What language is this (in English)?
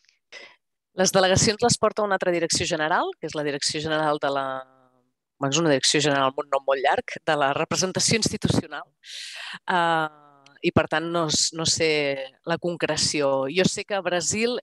Catalan